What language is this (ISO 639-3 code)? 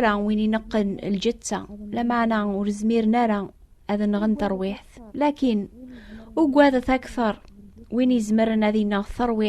kab